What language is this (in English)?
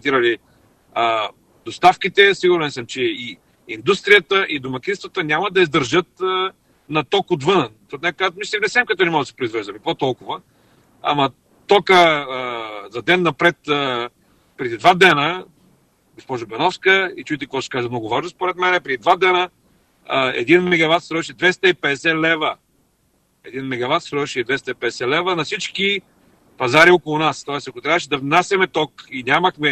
Bulgarian